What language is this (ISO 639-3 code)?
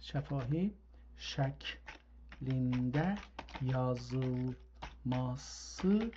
azb